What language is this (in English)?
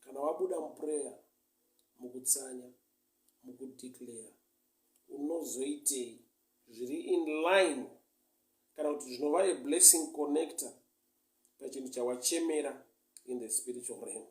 Shona